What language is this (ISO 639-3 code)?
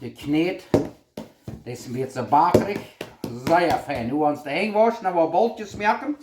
pdt